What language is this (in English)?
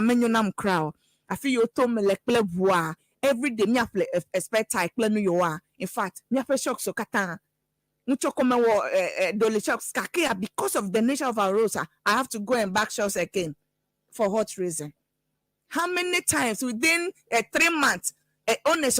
Ewe